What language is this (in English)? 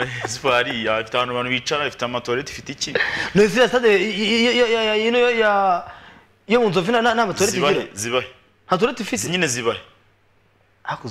Kinyarwanda